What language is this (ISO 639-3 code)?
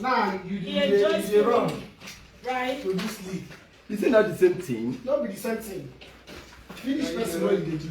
pcm